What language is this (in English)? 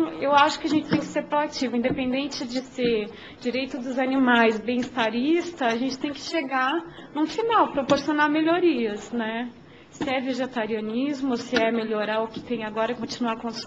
Portuguese